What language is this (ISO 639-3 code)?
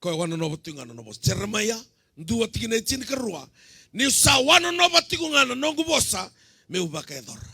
fij